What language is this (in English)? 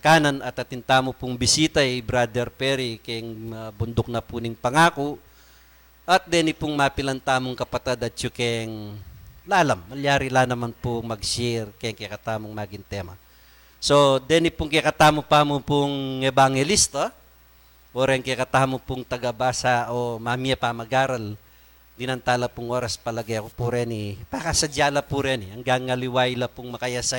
Pampanga